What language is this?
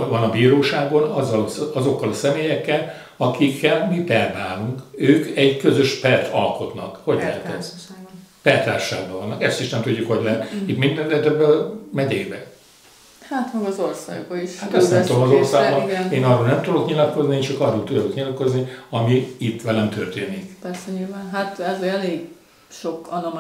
Hungarian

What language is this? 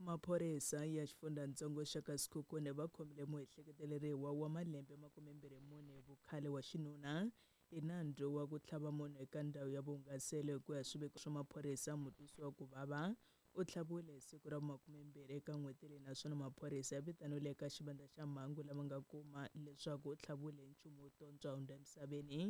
Tsonga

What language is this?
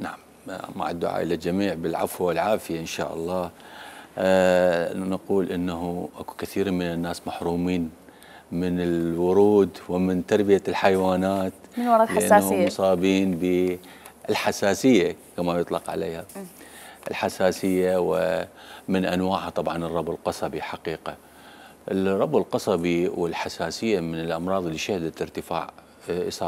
Mesopotamian Arabic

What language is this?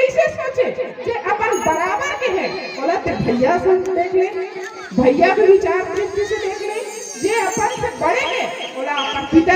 Chhattisgarhi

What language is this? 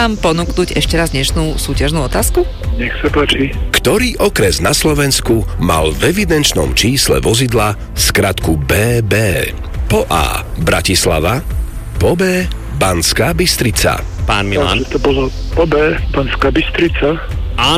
Slovak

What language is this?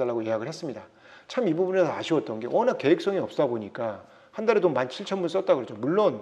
Korean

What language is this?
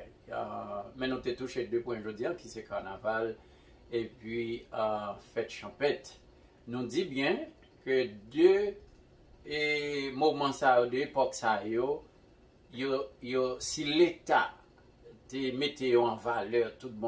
Haitian Creole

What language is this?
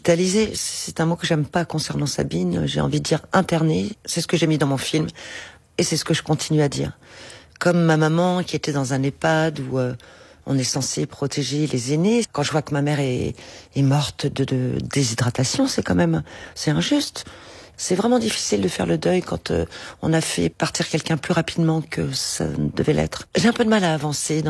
French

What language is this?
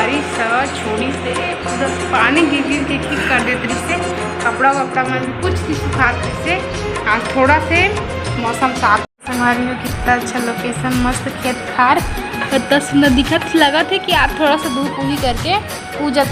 Chhattisgarhi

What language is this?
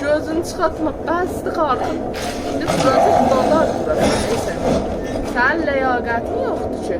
South Azerbaijani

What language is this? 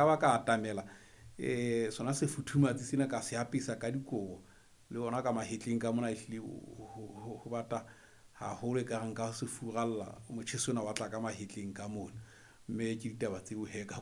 Southern Sotho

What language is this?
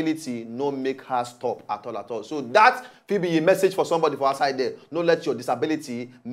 Nigerian Pidgin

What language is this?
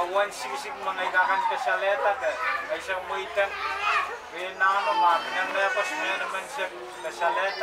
Pohnpeian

